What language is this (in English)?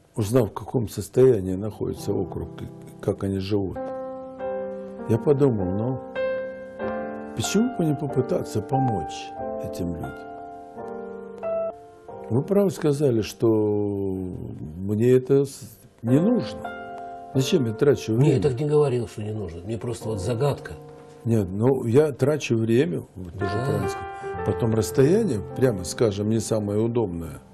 Russian